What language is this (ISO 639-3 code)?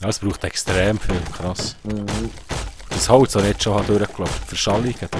gsw